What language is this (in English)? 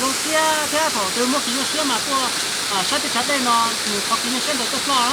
Hmong